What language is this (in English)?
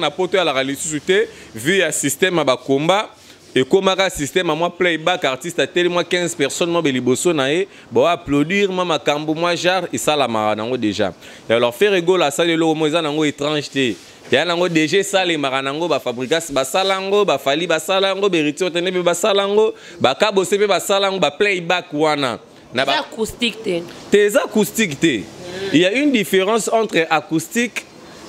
Lingala